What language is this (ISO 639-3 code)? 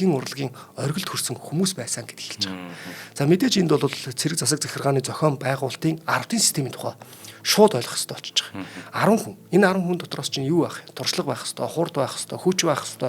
mon